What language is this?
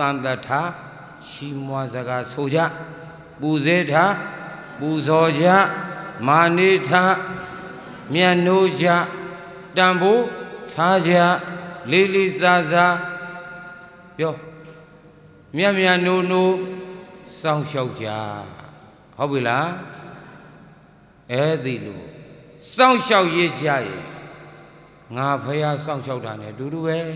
Burmese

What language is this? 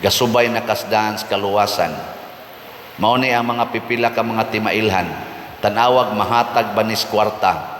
Cebuano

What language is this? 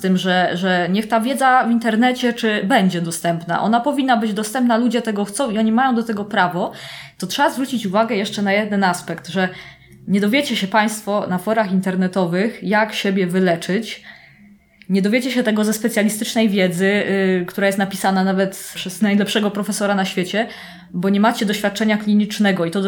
Polish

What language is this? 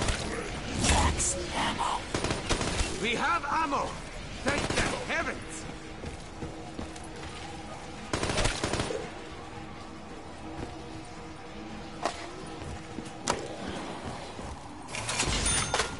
English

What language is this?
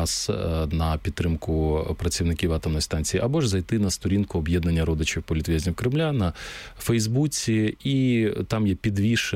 Ukrainian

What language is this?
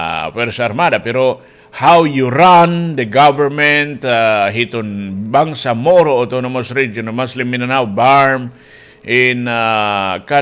Waray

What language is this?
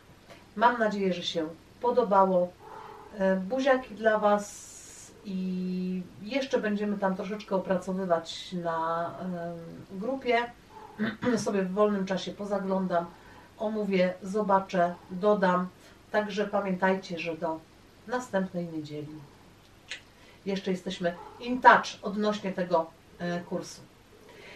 Polish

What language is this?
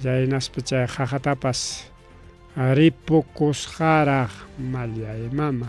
Ayacucho Quechua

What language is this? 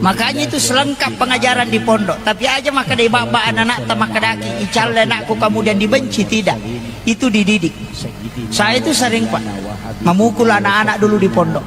Buginese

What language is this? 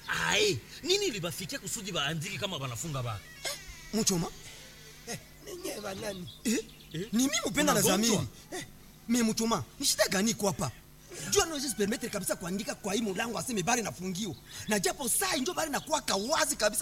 Swahili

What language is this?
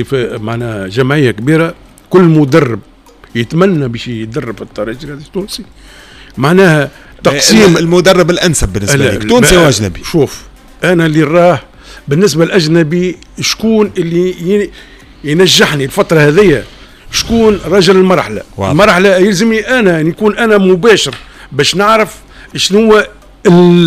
Tunisian Arabic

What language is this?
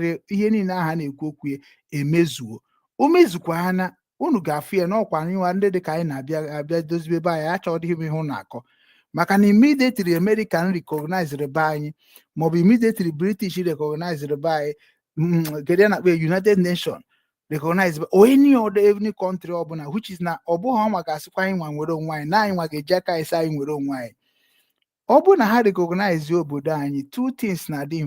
Igbo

